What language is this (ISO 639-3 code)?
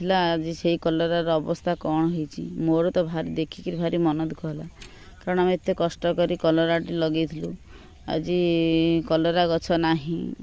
ori